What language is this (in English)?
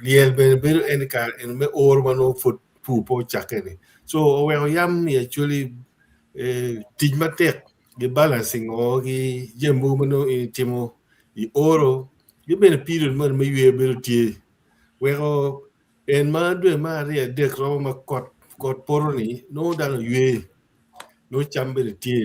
Acoli